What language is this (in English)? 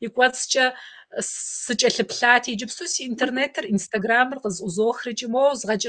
Kabardian